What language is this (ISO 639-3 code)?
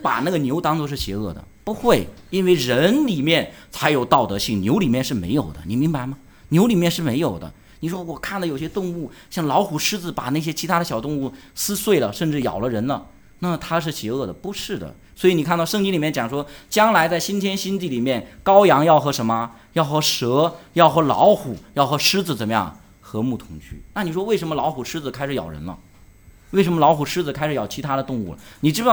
zho